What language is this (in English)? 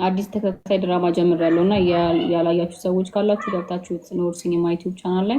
Amharic